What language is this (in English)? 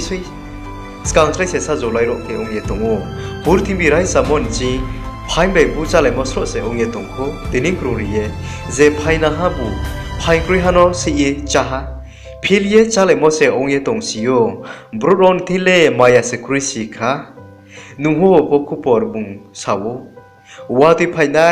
Riang (India)